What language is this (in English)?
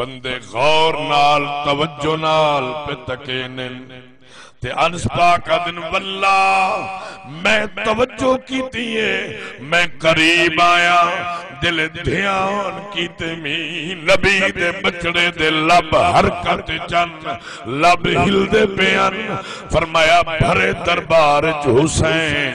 Saraiki